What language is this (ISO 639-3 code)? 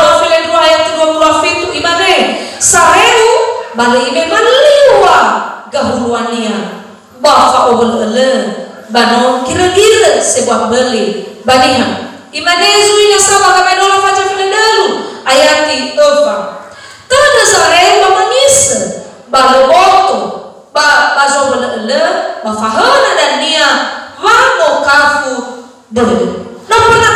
nia